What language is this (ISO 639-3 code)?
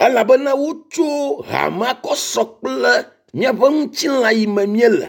ewe